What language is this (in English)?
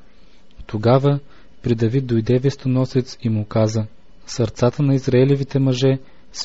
Bulgarian